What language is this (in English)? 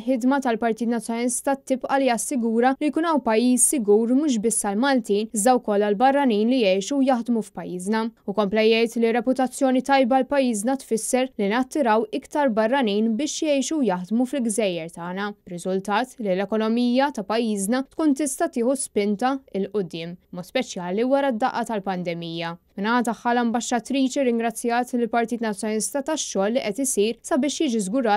Maltese